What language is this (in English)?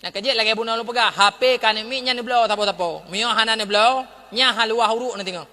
Achinese